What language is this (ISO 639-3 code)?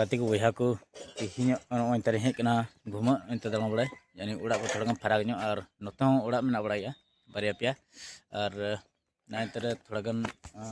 sat